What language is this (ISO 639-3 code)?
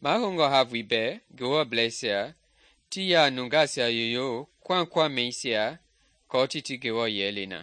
men